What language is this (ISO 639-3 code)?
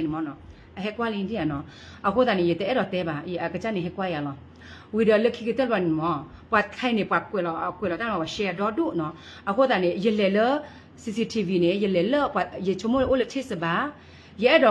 ksw